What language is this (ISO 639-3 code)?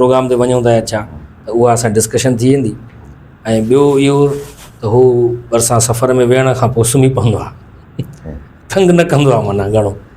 snd